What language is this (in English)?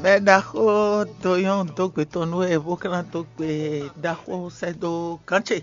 Fon